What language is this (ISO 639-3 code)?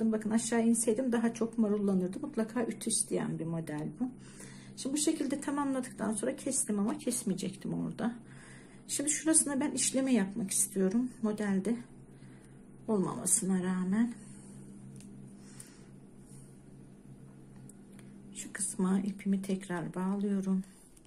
tur